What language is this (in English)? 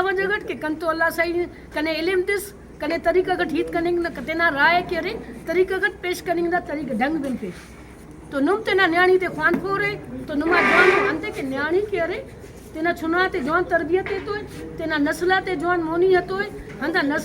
Brahui